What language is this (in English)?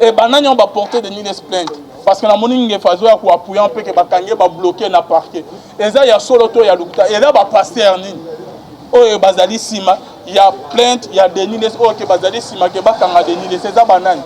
Lingala